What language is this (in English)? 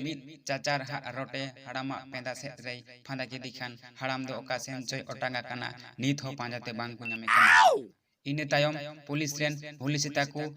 Santali